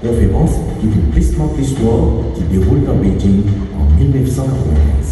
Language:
Morisyen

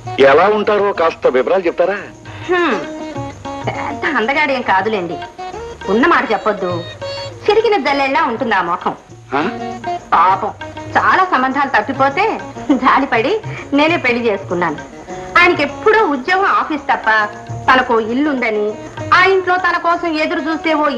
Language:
Telugu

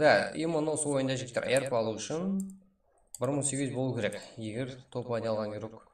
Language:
Kara-Kalpak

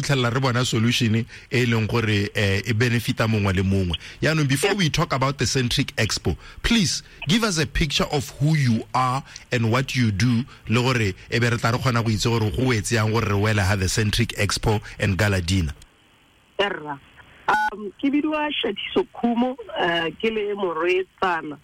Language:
Tswana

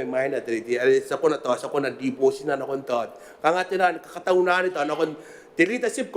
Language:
Gilbertese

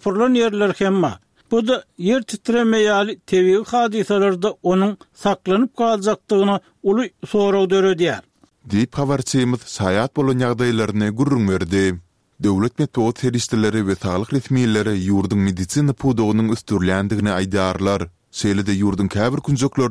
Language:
Turkmen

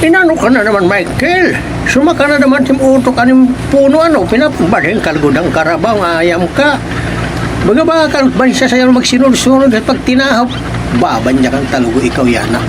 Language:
Waray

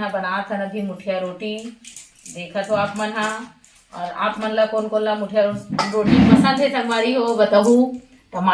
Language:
Chhattisgarhi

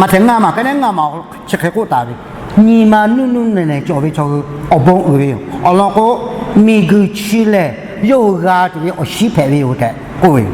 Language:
Lahu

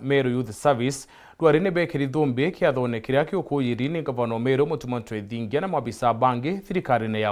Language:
Meru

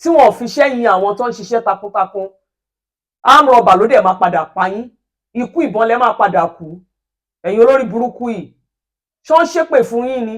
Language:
Yoruba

